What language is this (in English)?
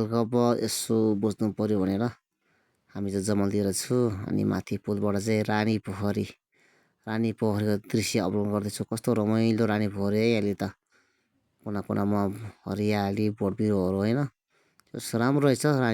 Nepali